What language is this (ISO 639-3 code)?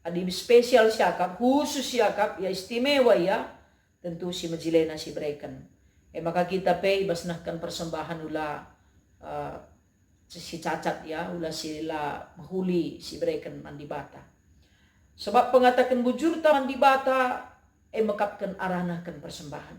btx